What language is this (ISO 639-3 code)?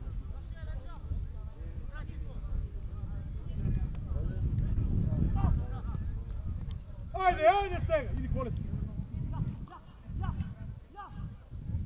mkd